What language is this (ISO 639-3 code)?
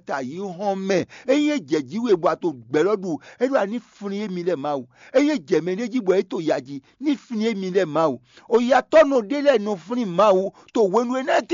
fon